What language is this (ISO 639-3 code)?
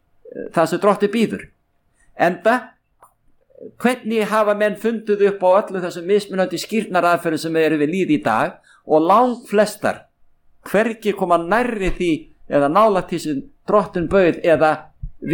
isl